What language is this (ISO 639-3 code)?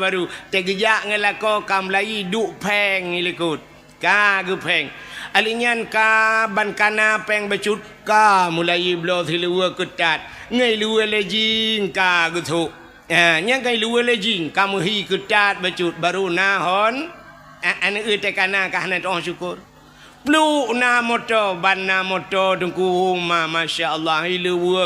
ace